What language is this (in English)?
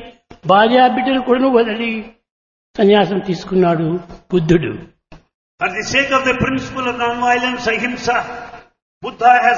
Telugu